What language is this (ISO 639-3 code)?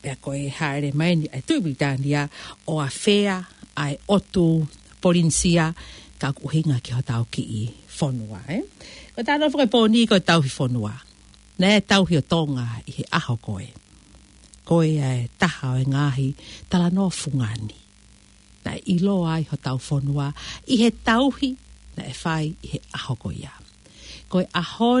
ton